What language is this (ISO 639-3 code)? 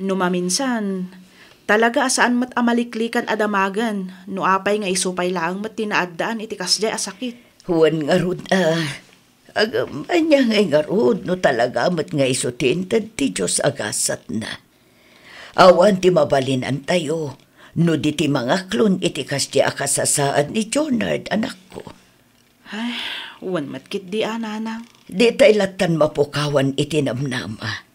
ilo